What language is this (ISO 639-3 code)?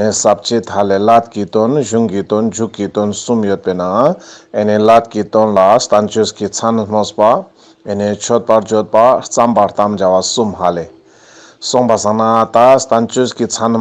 lbj